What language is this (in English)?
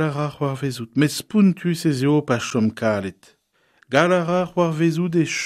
Breton